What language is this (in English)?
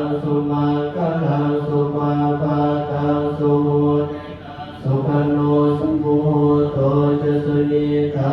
Pali